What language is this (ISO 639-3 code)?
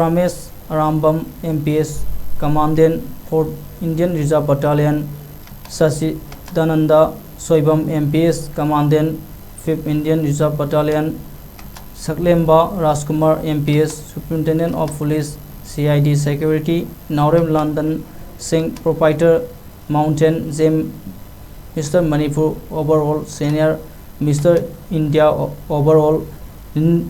mni